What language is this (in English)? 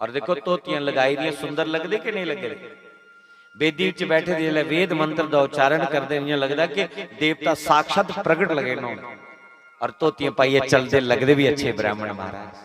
Dogri